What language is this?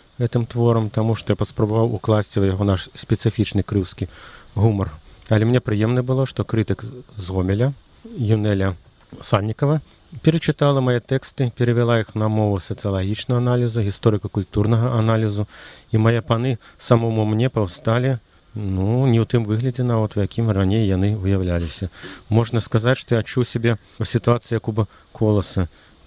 Belarusian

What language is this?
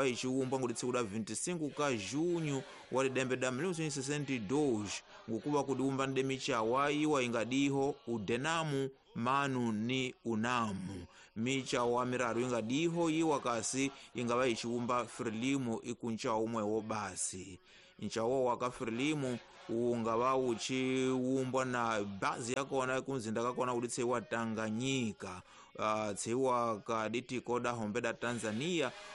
Tsonga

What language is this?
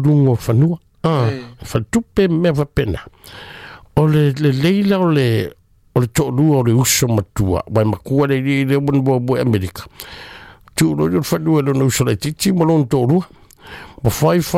Samoan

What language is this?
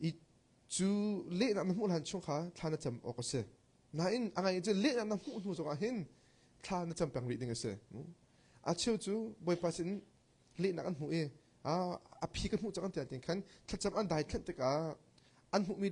Hakha Chin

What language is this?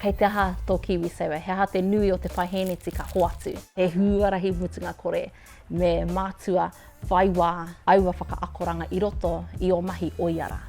Māori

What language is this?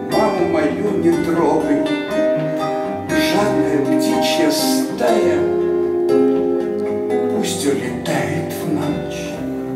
Russian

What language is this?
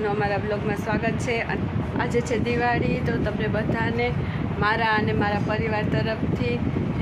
Gujarati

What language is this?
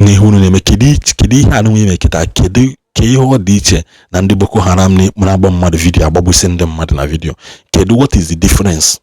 Igbo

